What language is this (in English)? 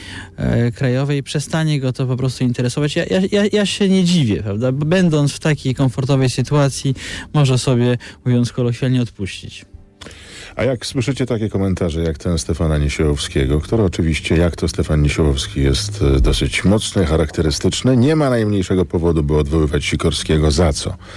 Polish